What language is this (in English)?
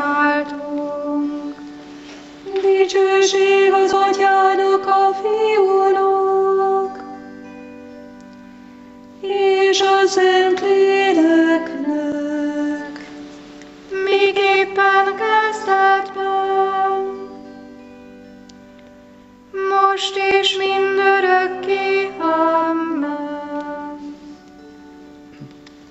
Hungarian